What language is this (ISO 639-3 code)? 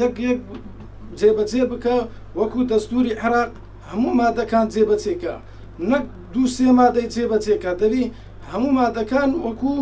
ckb